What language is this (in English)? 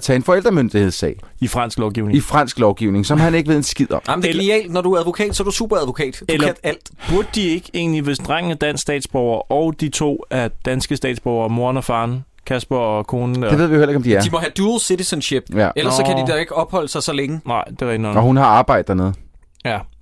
Danish